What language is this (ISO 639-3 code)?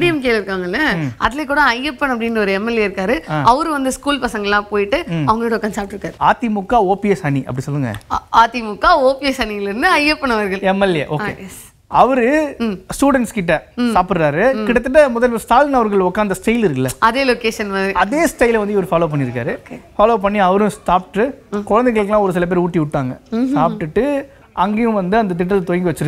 tam